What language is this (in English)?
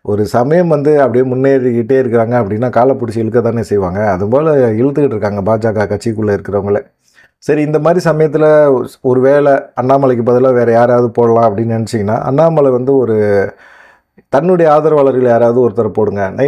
Tamil